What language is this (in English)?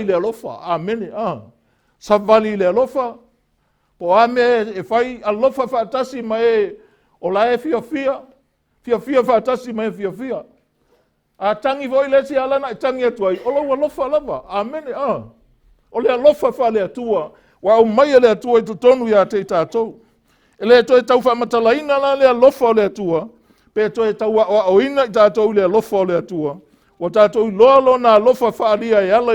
Samoan